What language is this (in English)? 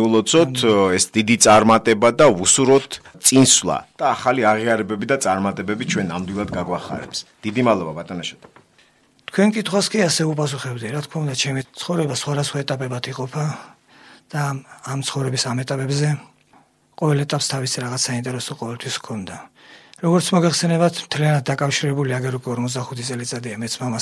Georgian